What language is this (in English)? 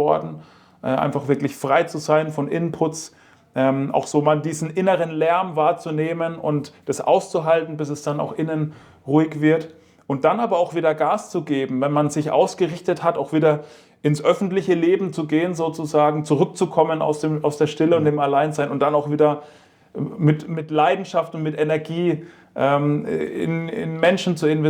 Swiss German